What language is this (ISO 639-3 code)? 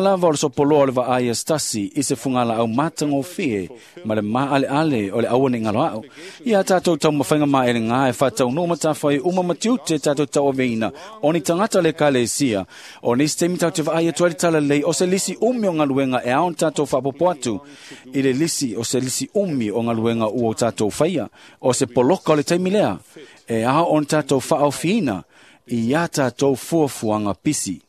smo